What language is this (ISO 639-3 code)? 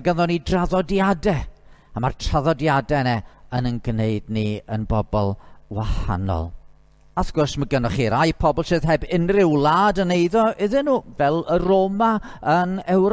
cym